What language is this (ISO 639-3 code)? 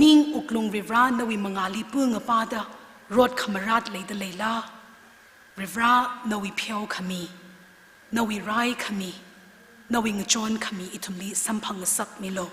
nmf